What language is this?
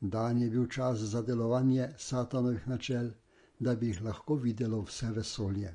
Slovenian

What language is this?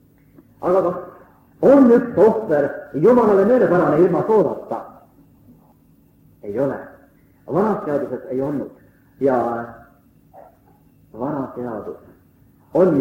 Estonian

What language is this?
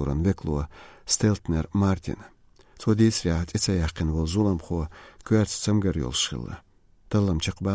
Chechen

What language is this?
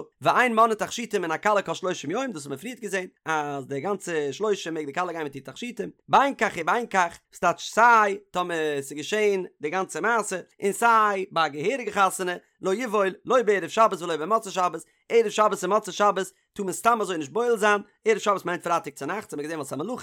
Yiddish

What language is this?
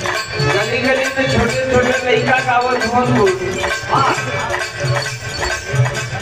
Bhojpuri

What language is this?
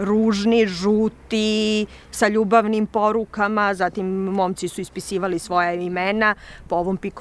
Serbian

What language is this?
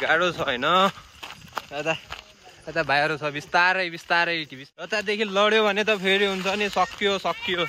Nepali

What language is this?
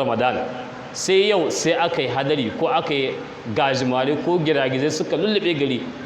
Hausa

